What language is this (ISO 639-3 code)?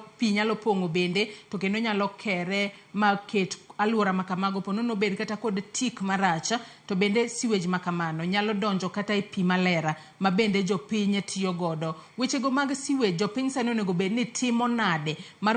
luo